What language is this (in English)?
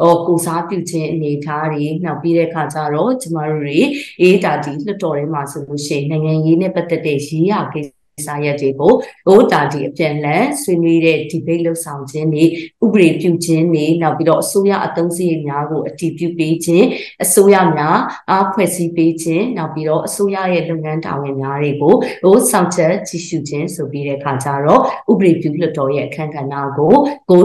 Burmese